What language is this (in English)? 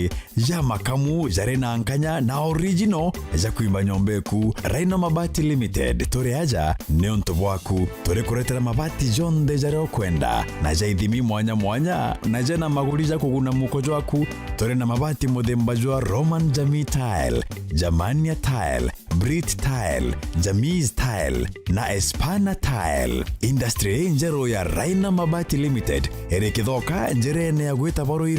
Meru